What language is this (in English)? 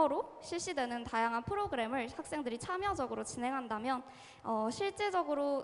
Korean